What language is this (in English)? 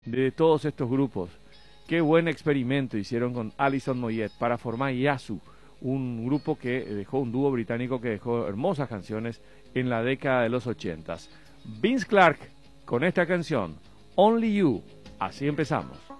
Spanish